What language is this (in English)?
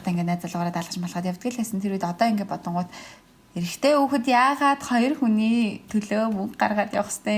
Mongolian